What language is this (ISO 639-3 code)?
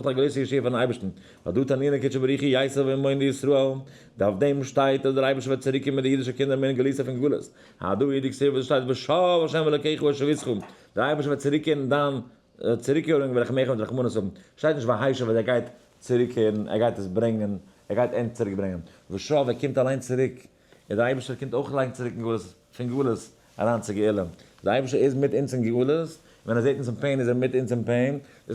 yid